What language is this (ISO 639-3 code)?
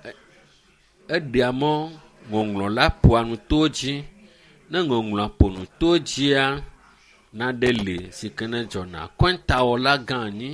ewe